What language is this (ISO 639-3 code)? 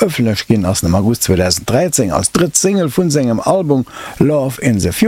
ltz